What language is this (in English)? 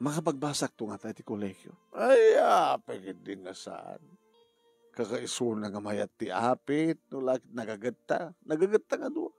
Iloko